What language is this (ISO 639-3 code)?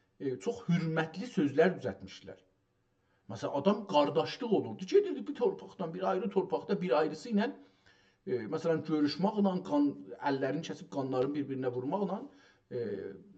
azb